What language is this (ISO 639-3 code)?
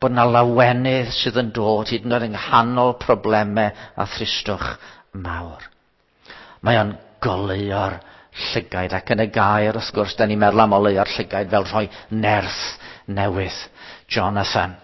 cym